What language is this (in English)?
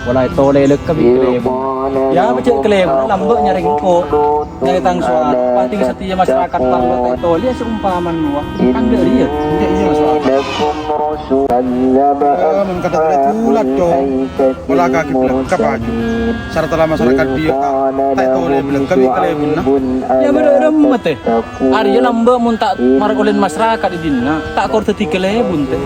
Madurese